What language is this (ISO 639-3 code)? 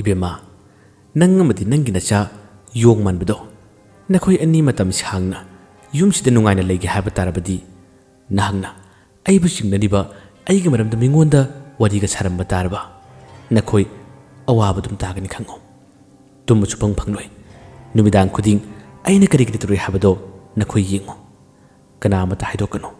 mni